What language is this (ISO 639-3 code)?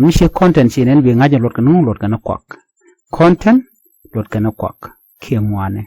nus